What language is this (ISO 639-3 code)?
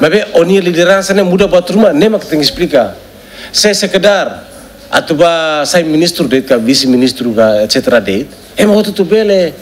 tet